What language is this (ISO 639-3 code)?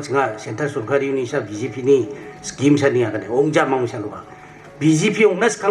grt